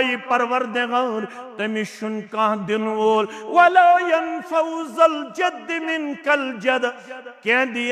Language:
Kashmiri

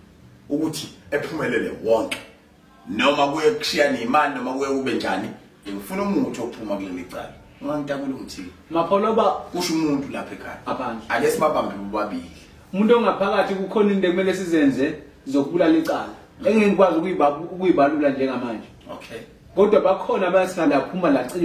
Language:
Zulu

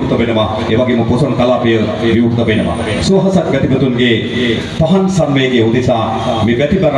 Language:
Sinhala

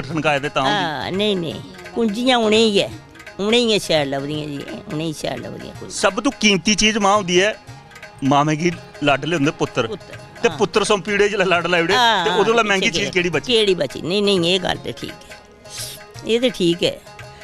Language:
Dogri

